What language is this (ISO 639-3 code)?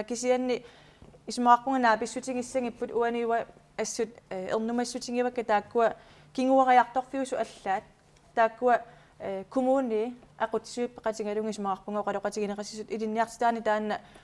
kal